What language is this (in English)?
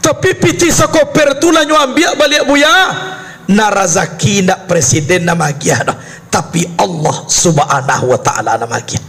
Minangkabau